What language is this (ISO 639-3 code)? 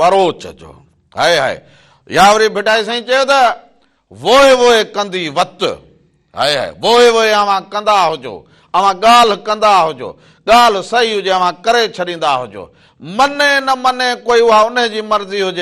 snd